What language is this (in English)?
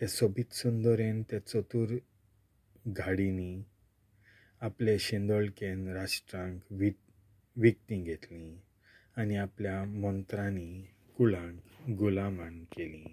Konkani